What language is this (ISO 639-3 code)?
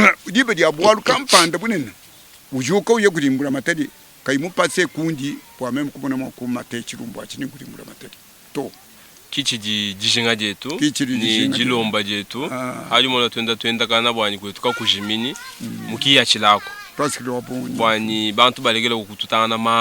lua